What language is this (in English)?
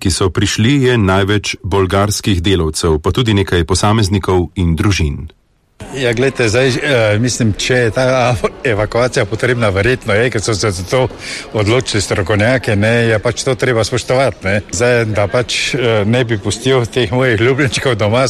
Slovenian